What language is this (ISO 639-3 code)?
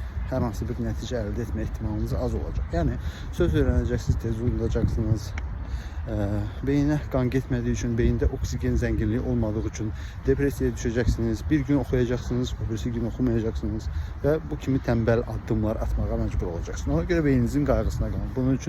aze